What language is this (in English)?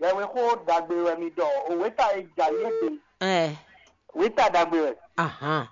Fon